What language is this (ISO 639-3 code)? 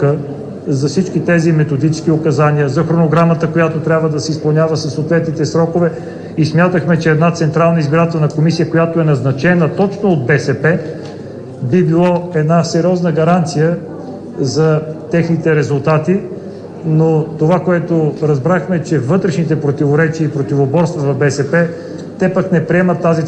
bul